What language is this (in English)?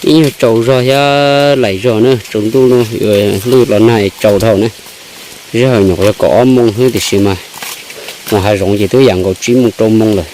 Hmong